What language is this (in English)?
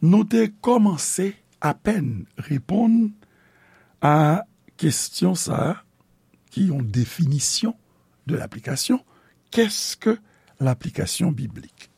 Haitian Creole